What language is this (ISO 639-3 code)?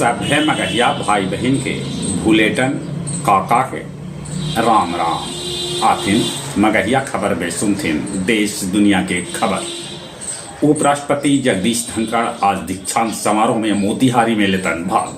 mag